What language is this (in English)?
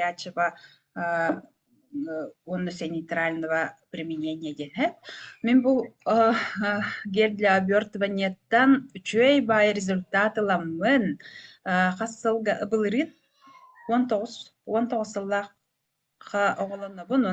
Yakut